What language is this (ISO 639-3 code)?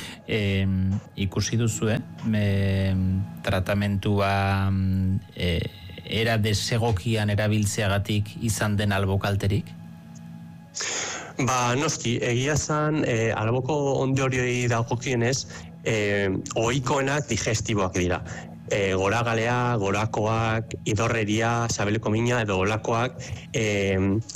eus